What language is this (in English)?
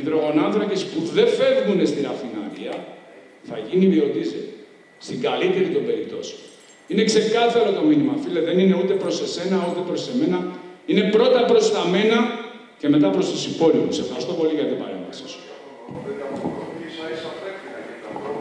Greek